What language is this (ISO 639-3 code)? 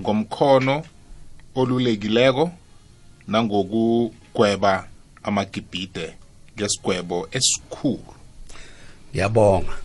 nbl